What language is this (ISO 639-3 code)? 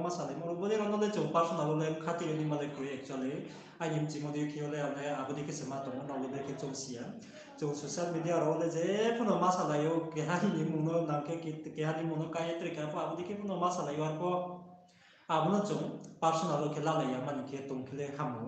ria